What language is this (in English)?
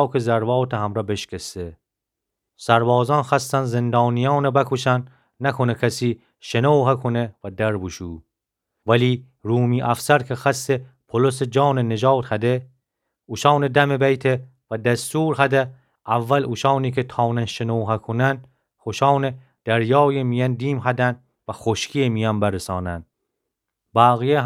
Gilaki